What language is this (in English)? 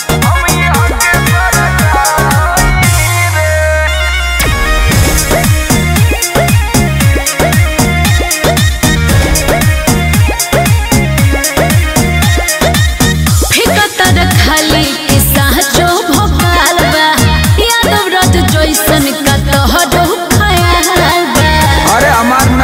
Bhojpuri